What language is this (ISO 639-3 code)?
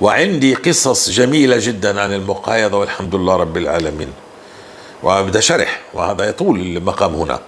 apc